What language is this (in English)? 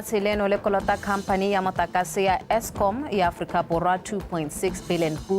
Tswana